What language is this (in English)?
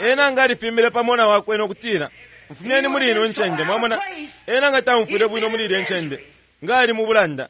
Bemba